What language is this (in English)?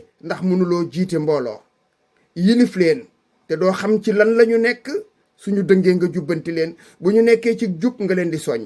Wolof